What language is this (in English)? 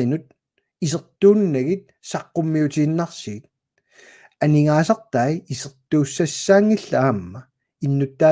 Kalaallisut